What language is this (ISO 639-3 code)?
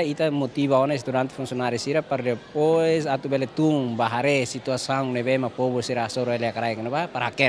tet